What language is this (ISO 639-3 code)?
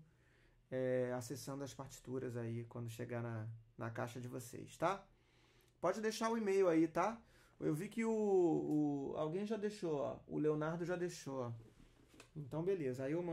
por